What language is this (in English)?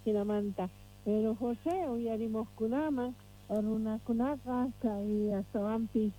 Quechua